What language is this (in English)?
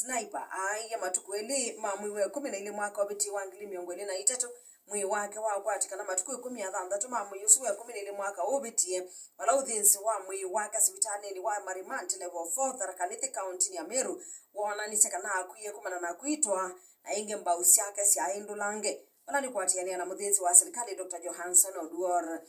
Kamba